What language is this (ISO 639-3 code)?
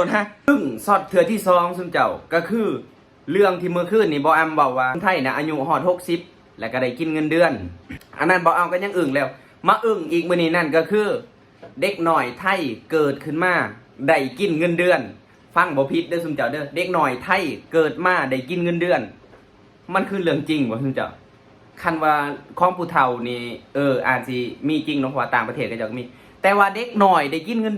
lao